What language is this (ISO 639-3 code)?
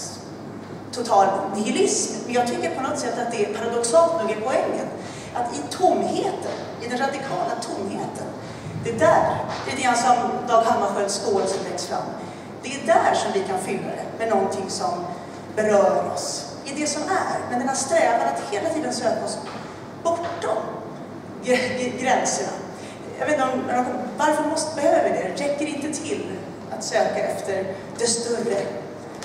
swe